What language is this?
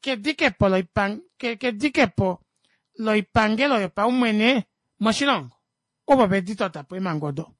Kuanyama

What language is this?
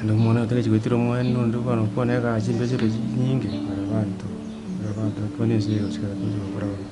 Gusii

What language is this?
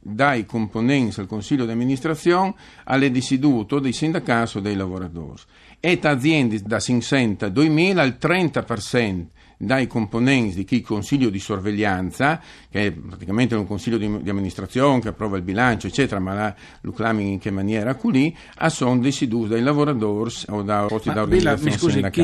Friulian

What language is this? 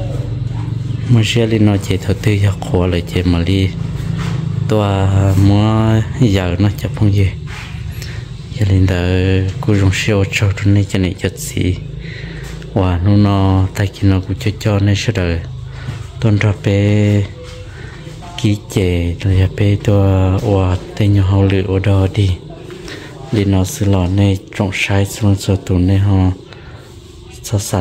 Vietnamese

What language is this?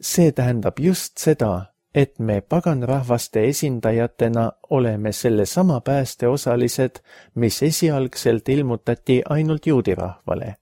Estonian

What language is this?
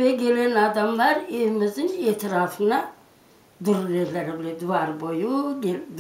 Crimean Tatar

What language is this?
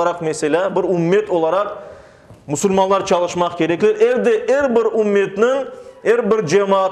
Crimean Tatar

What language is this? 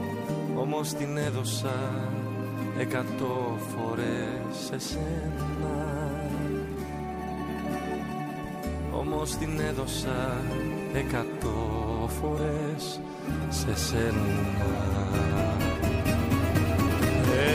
Greek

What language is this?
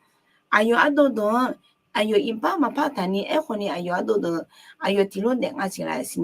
Akha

